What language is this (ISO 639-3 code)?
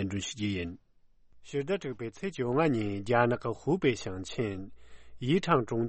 bod